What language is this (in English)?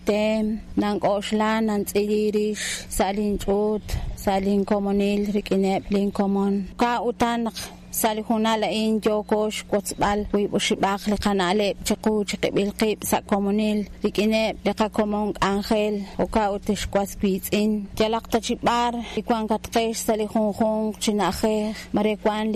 Kekchí